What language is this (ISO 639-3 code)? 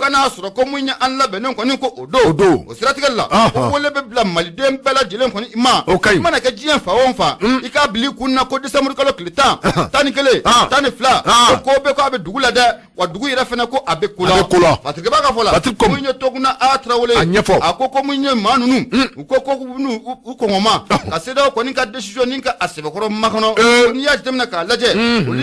bam